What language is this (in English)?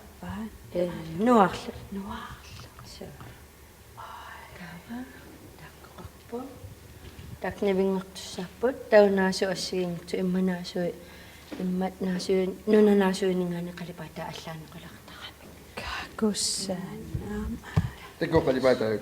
Kalaallisut